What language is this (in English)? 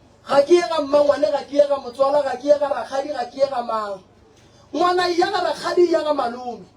Northern Sotho